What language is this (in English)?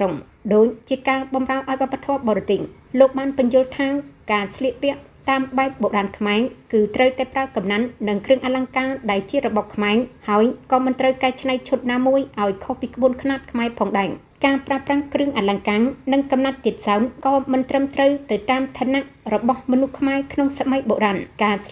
Khmer